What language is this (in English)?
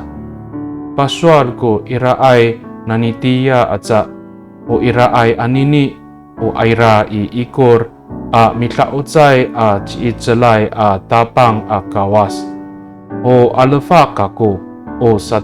Amis